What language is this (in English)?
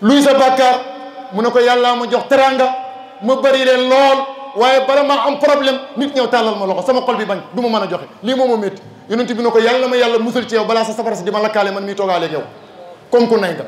Wolof